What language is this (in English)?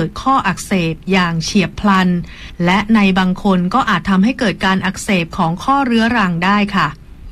Thai